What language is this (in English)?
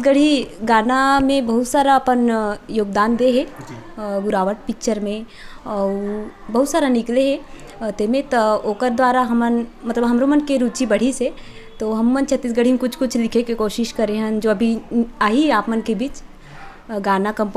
Chhattisgarhi